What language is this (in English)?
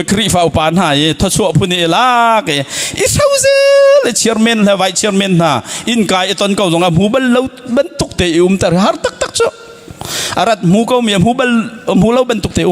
Hakha Chin